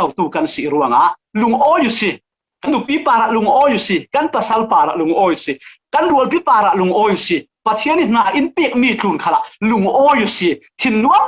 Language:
Falam Chin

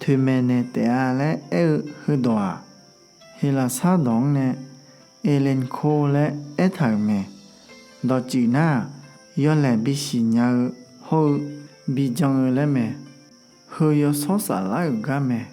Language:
Akha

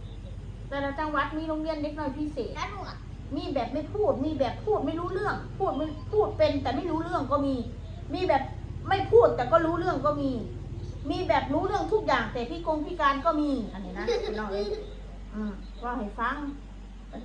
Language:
Northeastern Thai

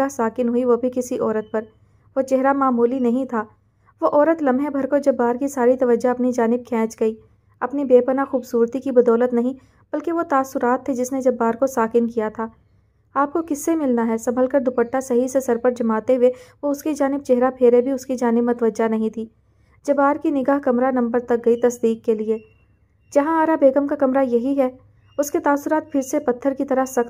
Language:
Urdu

